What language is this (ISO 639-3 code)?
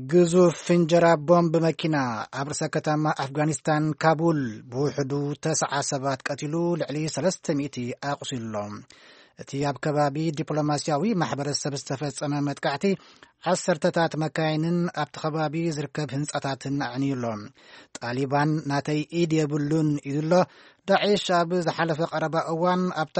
tir